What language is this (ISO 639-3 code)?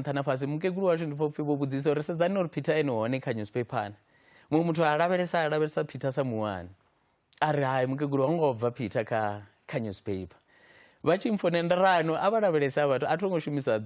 ven